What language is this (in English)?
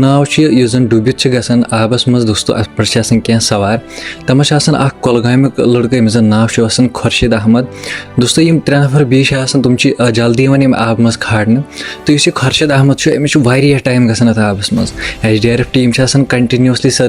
Kashmiri